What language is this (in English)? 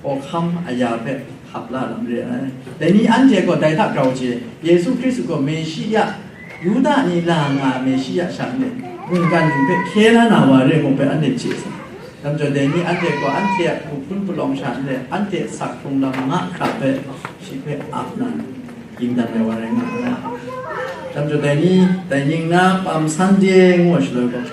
Kachin